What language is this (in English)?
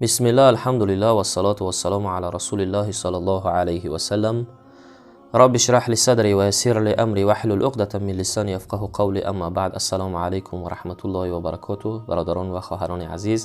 Tajik